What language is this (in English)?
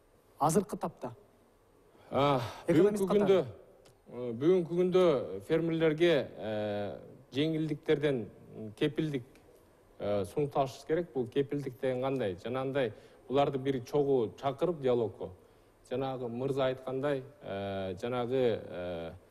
Kyrgyz